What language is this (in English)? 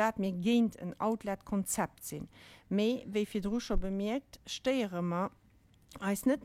Luxembourgish